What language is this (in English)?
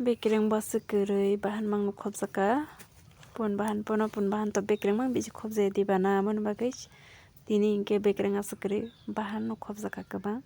Kok Borok